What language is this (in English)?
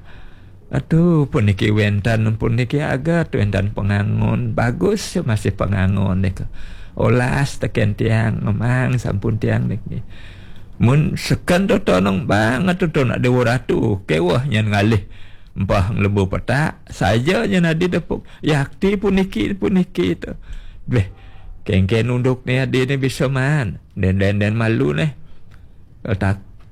Balinese